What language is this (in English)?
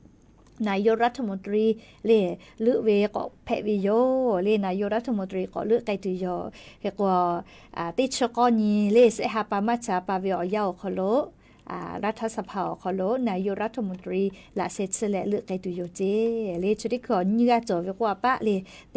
Lahu